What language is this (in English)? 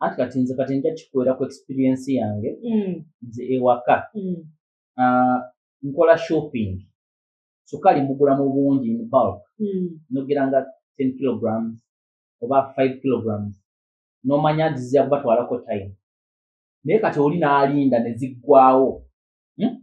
Ganda